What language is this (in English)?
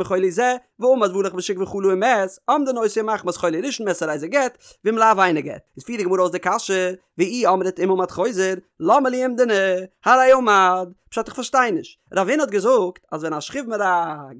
Yiddish